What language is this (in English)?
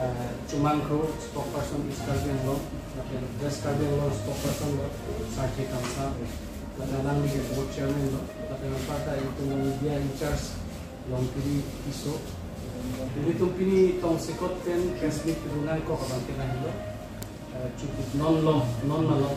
Karbi